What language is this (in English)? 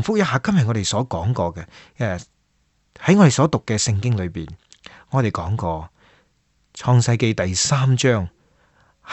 Cantonese